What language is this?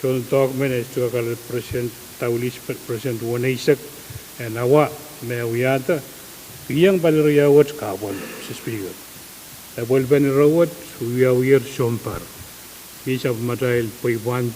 Pohnpeian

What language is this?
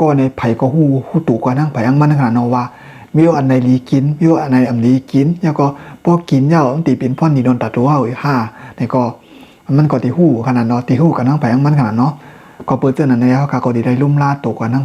Shan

